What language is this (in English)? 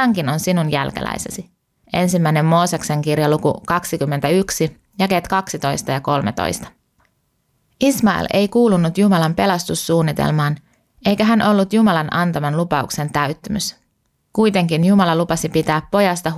Finnish